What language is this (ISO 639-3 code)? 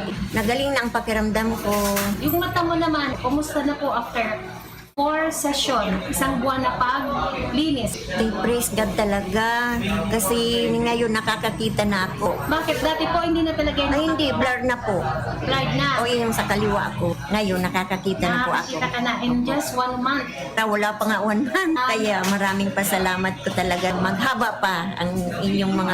bik